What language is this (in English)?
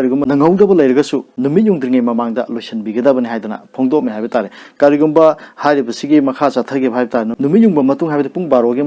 Manipuri